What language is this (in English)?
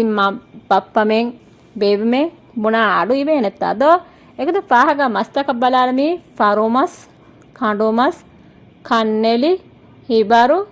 Divehi